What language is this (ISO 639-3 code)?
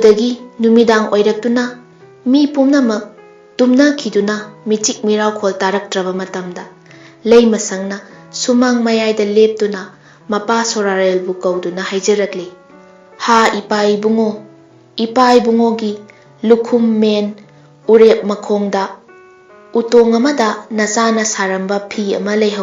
mni